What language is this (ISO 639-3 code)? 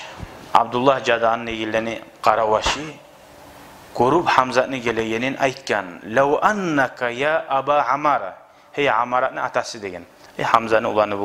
kum